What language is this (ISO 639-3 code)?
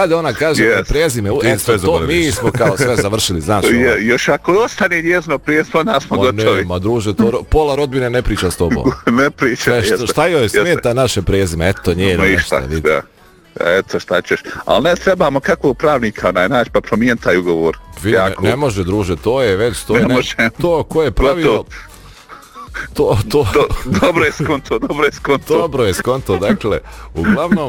bos